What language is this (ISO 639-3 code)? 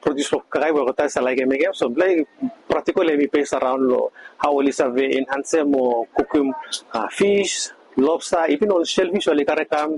bis